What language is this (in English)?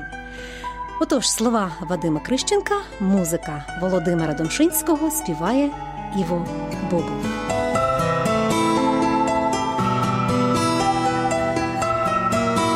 Ukrainian